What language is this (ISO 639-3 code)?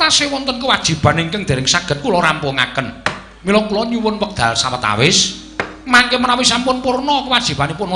jav